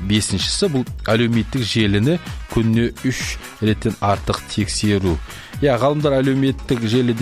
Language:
Kazakh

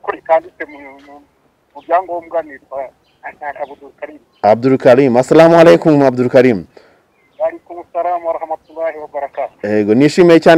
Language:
Kinyarwanda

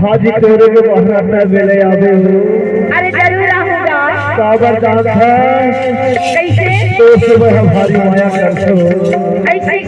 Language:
Chhattisgarhi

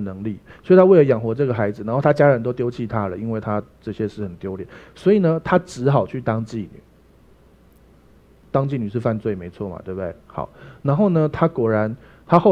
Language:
Chinese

